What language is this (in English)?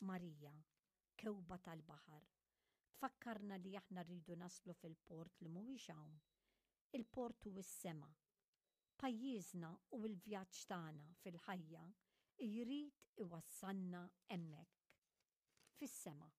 Maltese